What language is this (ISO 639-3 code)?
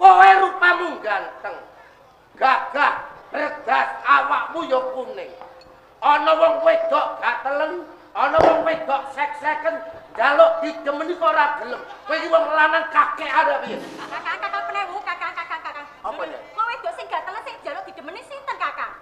jav